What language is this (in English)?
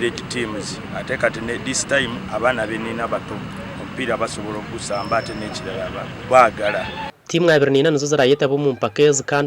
Nyankole